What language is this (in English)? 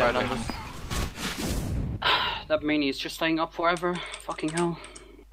English